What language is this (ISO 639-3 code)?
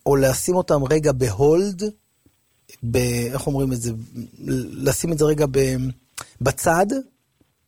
heb